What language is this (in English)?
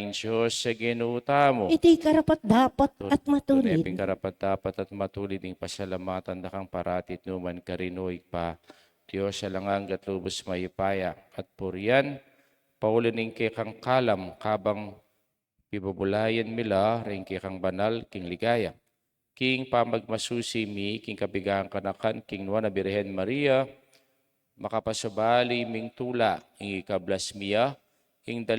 Pampanga